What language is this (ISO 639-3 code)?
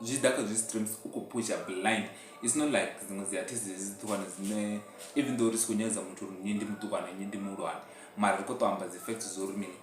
ven